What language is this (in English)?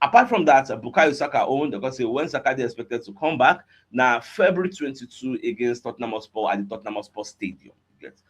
Nigerian Pidgin